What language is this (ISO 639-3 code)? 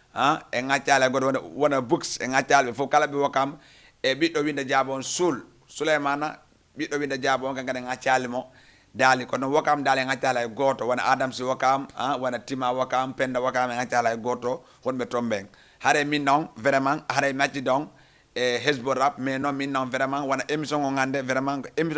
ful